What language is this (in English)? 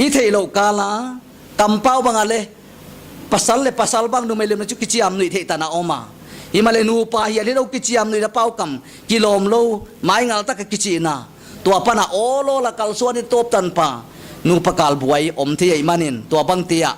Paite Chin